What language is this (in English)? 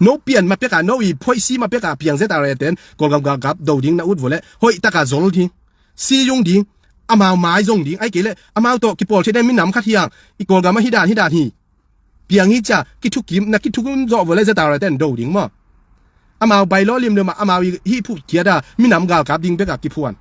Tedim Chin